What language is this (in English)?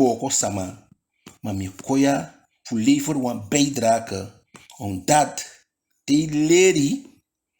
Eastern Maroon Creole